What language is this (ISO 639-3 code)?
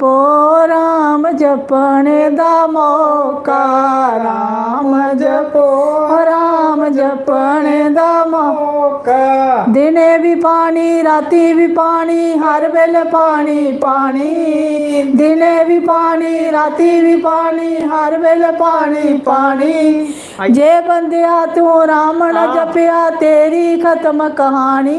doi